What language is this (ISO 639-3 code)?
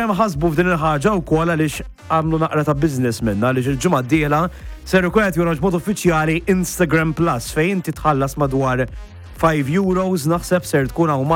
mlt